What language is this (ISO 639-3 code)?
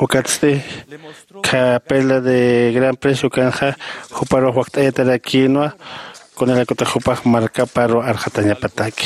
aym